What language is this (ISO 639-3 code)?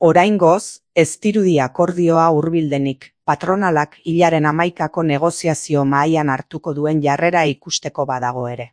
eus